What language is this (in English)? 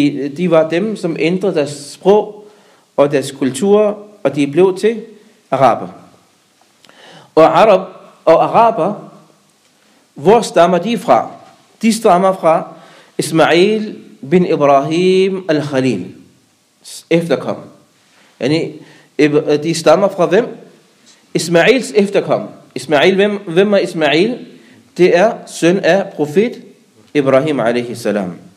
Danish